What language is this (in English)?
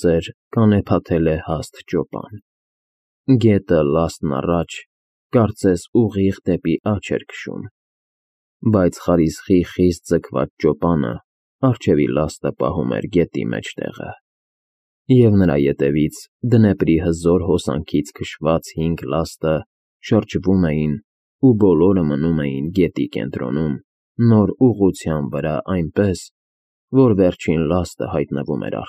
Armenian